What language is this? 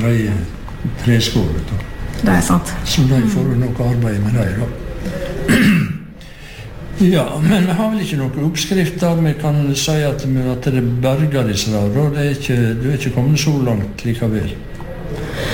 Norwegian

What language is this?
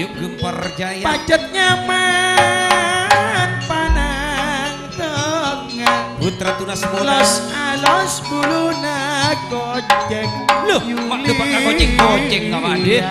Madurese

